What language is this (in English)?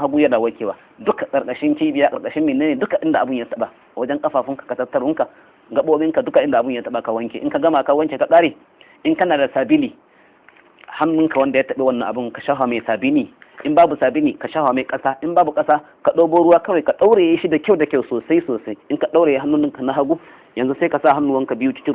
Hausa